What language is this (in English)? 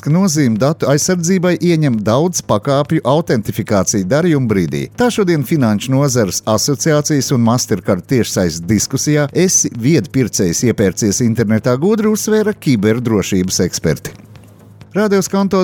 Latvian